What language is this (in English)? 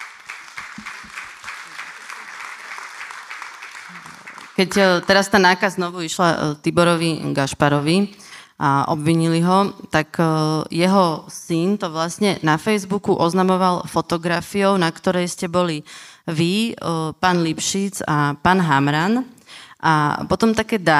Slovak